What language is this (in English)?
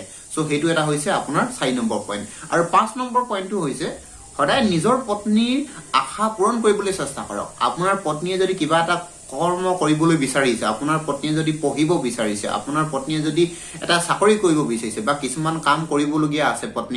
Assamese